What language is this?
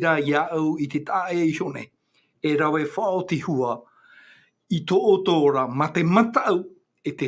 Tahitian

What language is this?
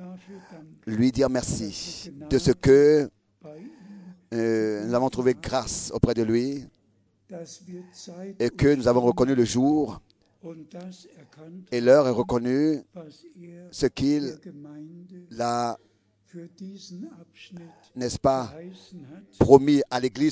French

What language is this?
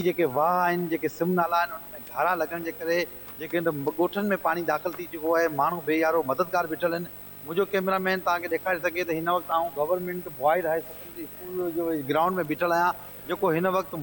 Sindhi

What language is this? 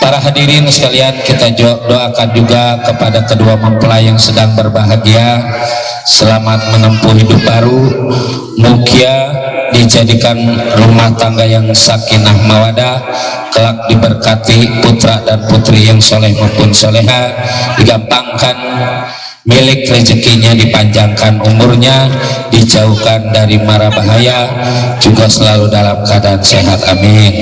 Betawi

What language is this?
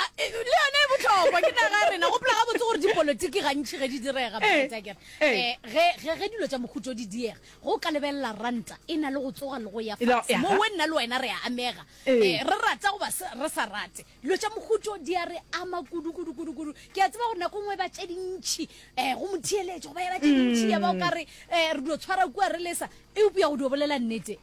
Northern Sotho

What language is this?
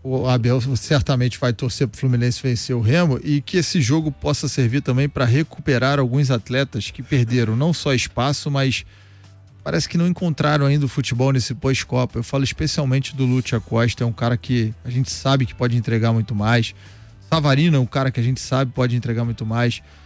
Portuguese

